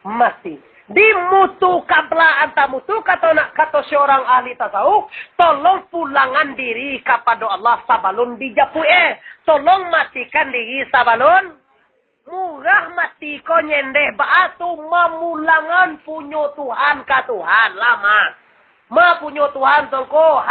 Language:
Minangkabau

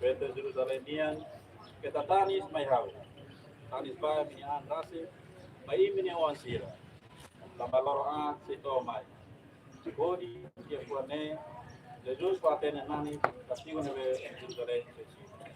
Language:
Tetum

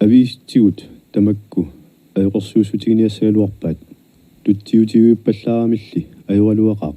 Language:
Kalaallisut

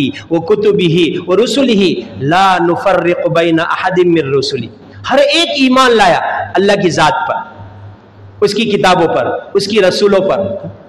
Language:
Urdu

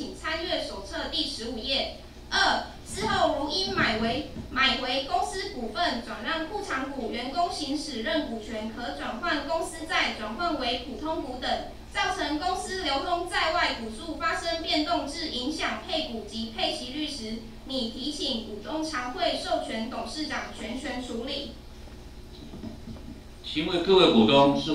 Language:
Chinese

